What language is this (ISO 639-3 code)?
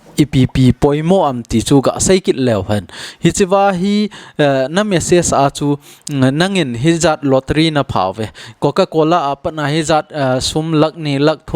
tcz